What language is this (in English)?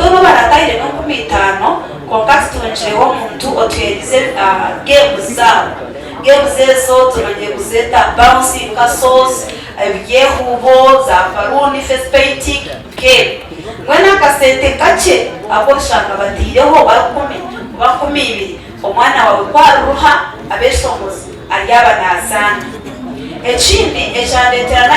Nyankole